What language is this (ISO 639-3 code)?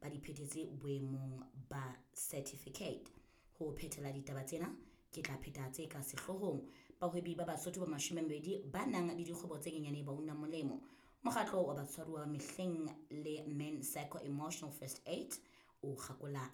sot